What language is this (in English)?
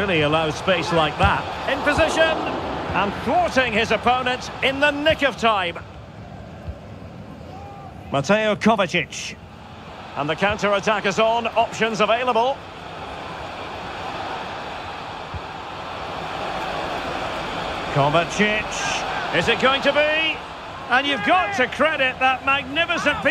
English